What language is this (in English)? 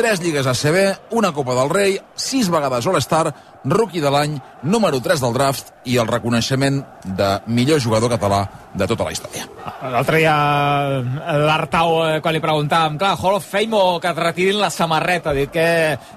Catalan